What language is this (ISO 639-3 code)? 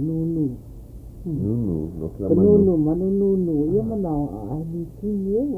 haw